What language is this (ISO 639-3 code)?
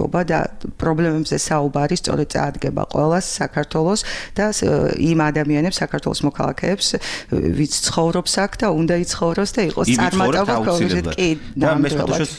kat